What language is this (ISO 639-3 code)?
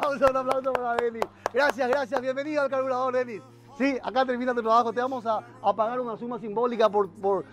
spa